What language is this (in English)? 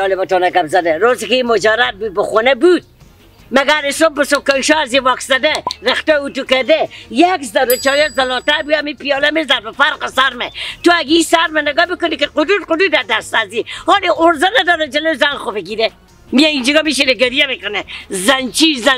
Persian